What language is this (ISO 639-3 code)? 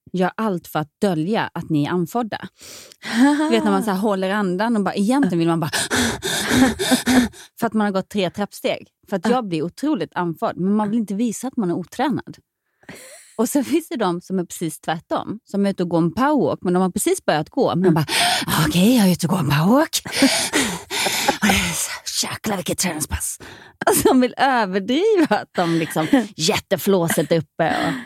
swe